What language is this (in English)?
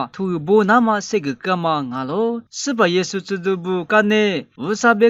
Lisu